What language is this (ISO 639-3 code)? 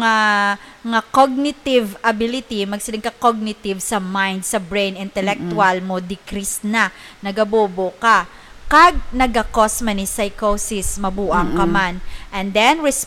hil